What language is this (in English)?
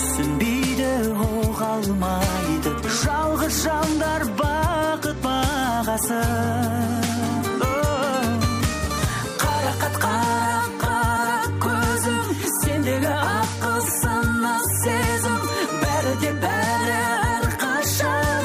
Kazakh